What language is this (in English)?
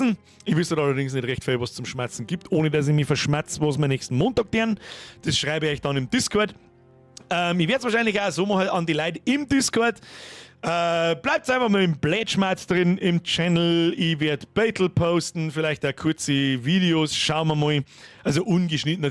Bavarian